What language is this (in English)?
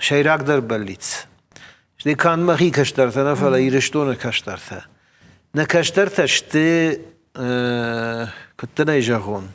Ossetic